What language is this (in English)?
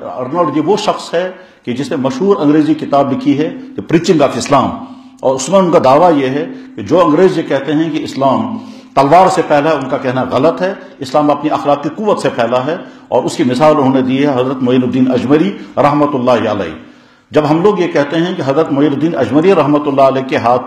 Urdu